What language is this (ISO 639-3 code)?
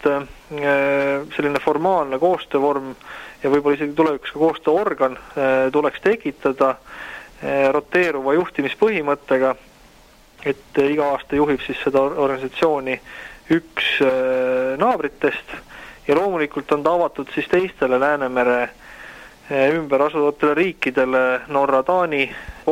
est